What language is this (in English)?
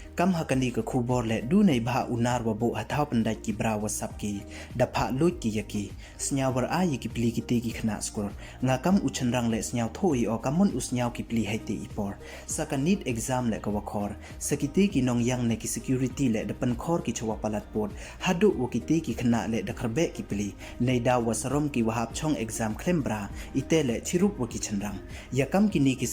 Pnar